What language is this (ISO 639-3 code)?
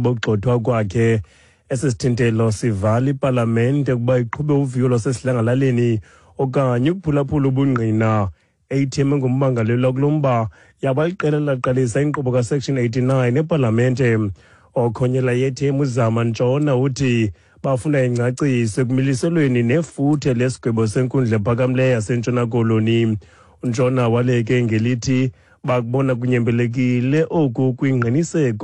xho